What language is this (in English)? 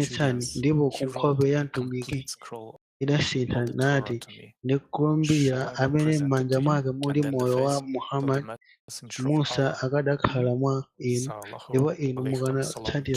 Nyanja